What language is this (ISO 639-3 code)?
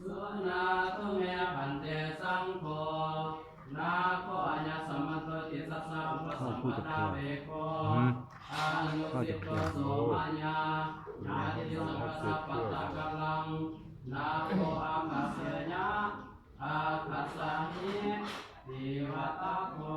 pli